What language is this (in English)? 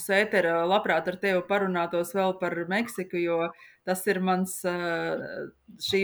Latvian